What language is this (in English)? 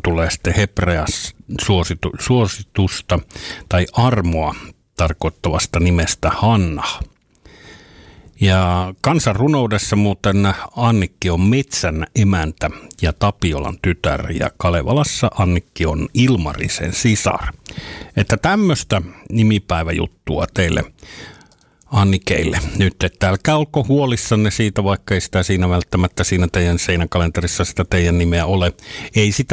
Finnish